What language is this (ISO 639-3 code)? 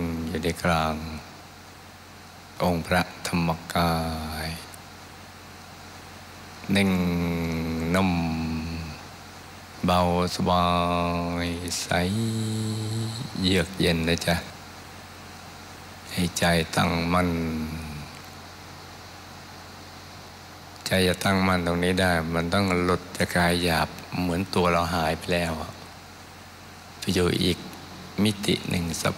tha